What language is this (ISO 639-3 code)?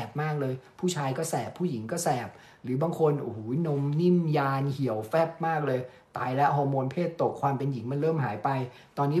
tha